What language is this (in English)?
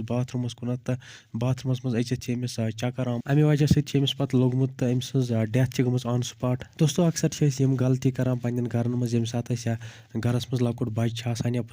Kashmiri